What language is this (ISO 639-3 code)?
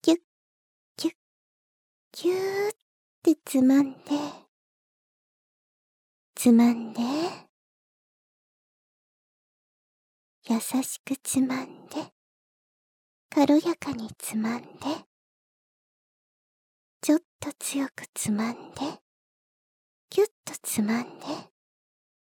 jpn